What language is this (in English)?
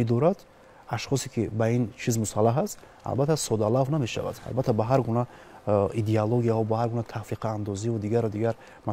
Tajik